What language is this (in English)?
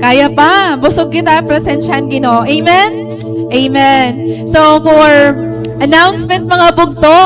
Waray